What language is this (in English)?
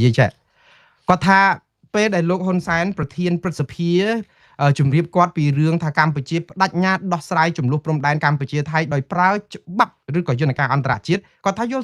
Khmer